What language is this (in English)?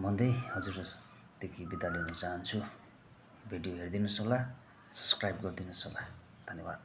Nepali